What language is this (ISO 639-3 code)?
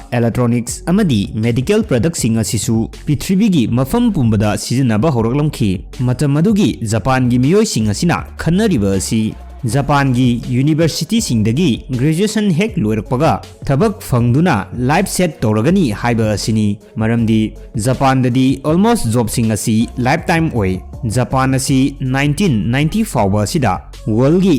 mni